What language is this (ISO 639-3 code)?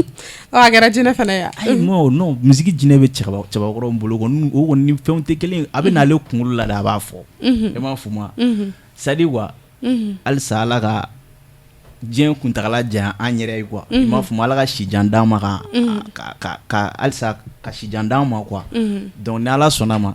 bam